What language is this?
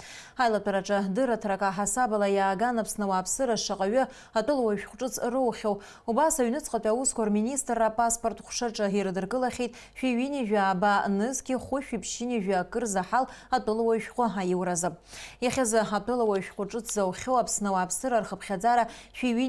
Abkhazian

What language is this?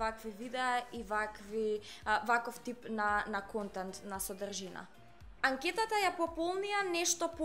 Macedonian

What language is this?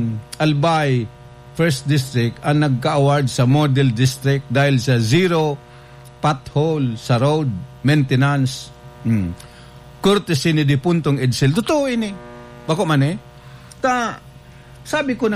Bikol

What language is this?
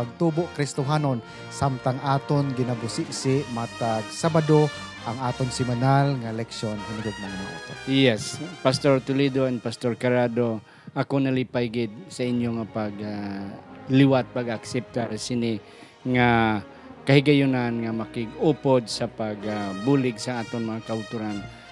Hiligaynon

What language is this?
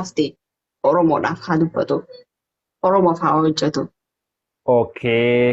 Oromo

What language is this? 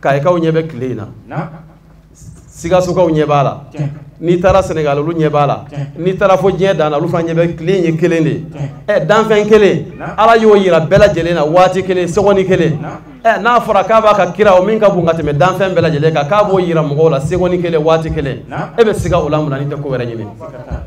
Bambara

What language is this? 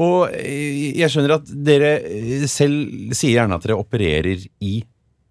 Norwegian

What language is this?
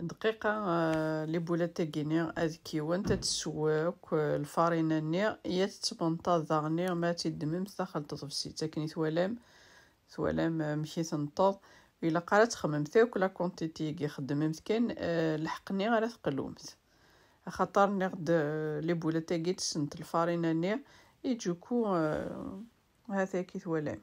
Kabyle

